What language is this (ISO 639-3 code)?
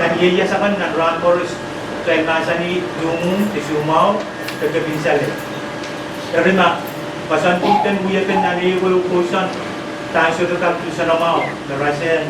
pon